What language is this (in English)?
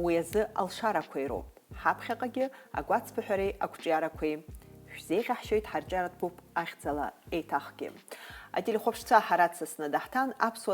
Abkhazian